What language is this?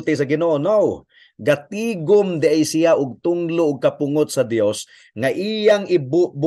Cebuano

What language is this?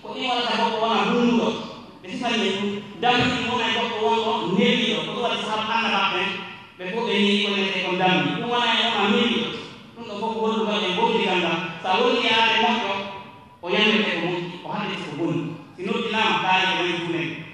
Fula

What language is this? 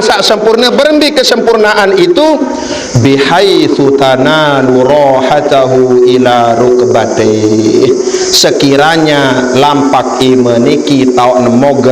Sasak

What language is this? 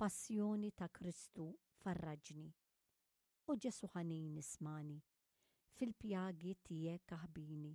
Maltese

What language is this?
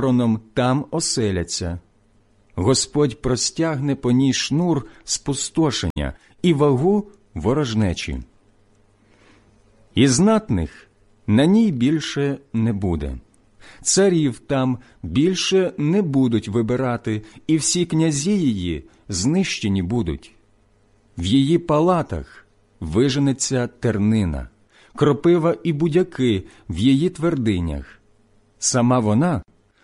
Ukrainian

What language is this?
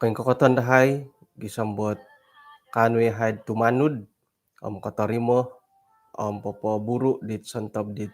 Central Dusun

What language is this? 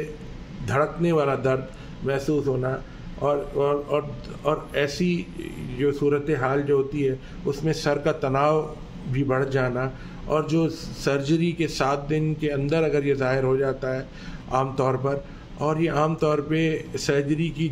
Urdu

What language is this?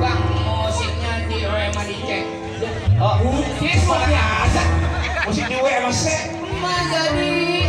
Betawi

